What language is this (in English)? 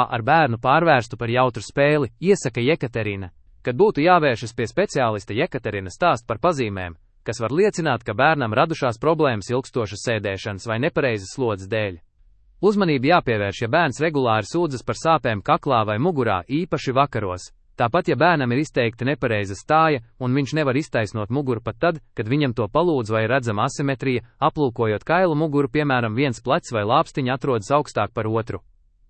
Latvian